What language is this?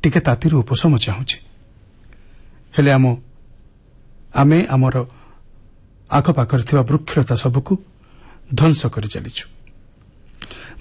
Odia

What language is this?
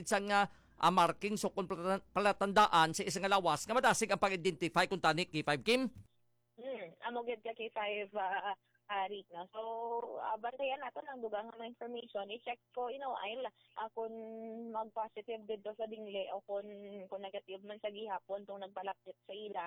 Hiligaynon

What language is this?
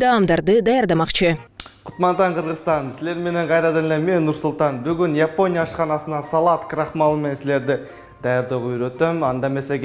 Kyrgyz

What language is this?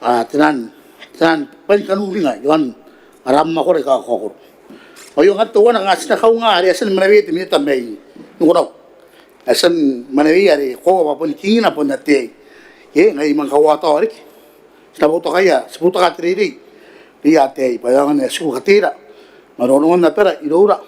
Gilbertese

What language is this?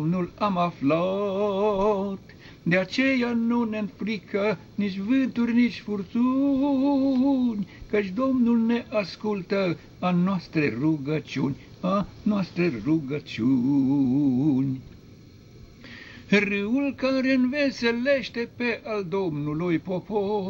Romanian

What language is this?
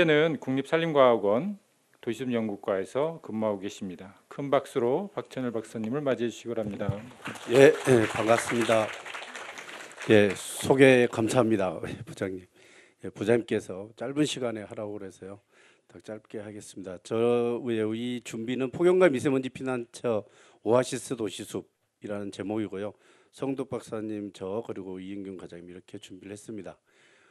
Korean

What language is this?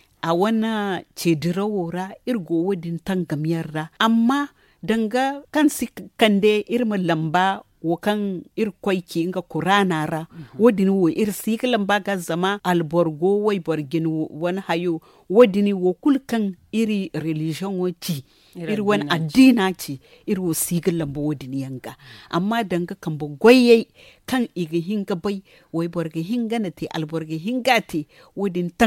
Zarma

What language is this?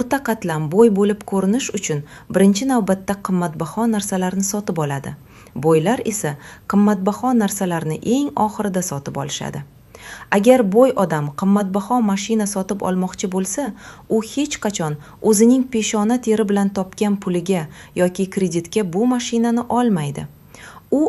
Uzbek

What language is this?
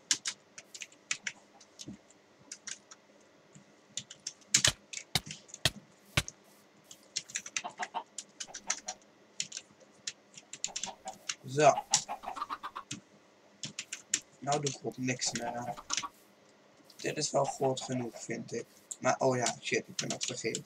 Dutch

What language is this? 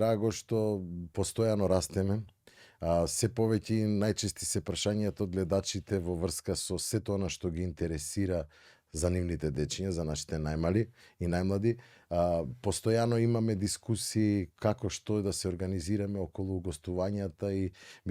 Macedonian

